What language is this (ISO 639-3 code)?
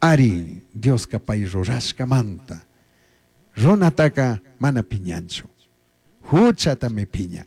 qug